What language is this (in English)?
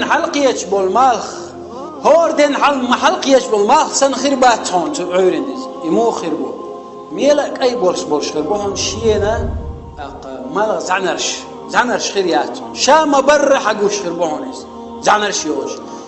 Chechen